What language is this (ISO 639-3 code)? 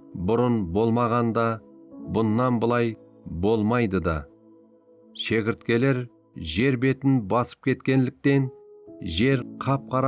kaa